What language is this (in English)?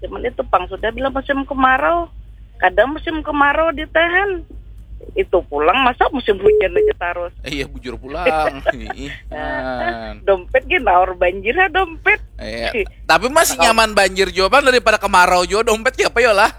Banjar